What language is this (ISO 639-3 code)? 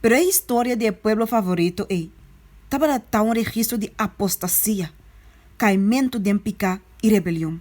pap